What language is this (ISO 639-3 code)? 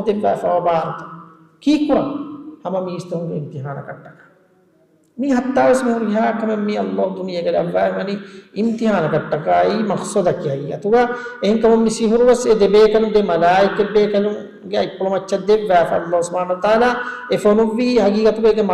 div